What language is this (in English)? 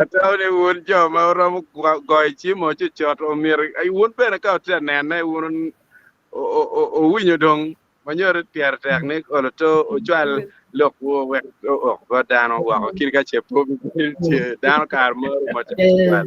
Acoli